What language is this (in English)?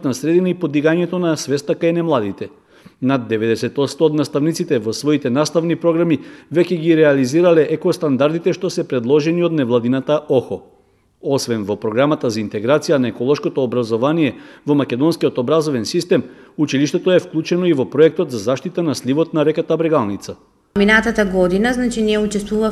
Macedonian